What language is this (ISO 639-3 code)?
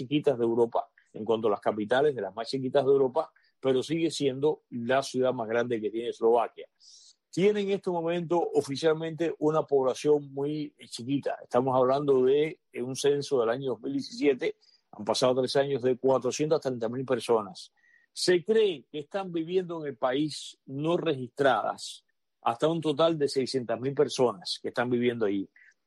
spa